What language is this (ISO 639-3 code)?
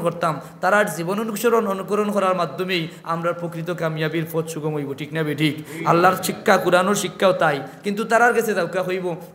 syl